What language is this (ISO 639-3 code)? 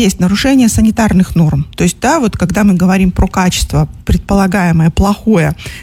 rus